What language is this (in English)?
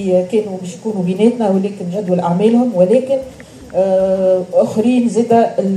Tunisian Arabic